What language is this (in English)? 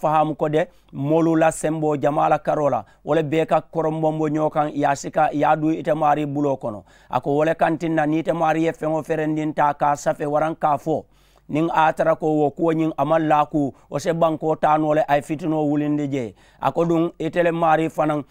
Mandingo